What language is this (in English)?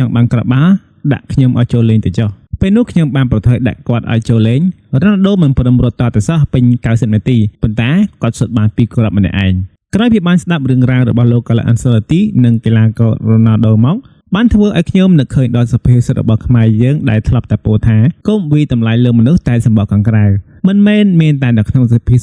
Khmer